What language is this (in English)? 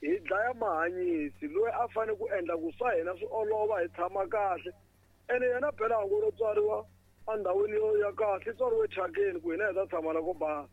Tsonga